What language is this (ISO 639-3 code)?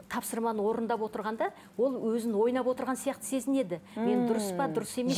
kaz